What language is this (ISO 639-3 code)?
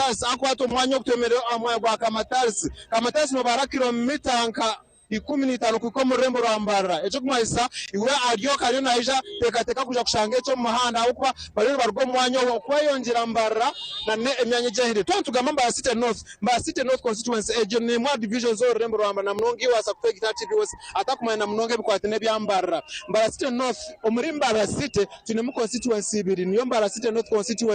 nyn